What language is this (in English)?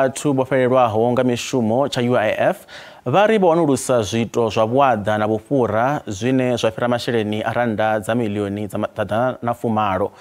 Venda